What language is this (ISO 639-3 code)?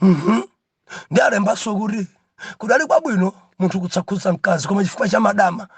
nya